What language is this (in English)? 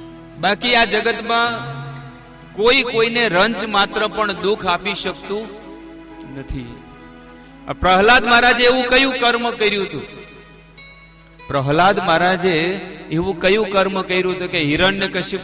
Gujarati